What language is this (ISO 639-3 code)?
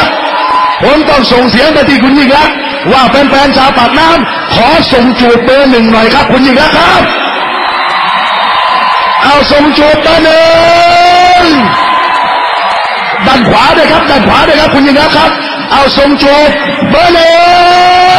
tha